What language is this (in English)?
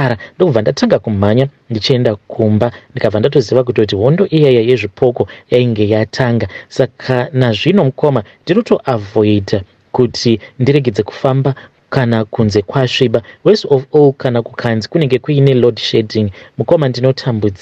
Shona